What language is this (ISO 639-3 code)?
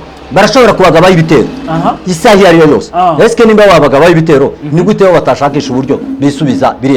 kin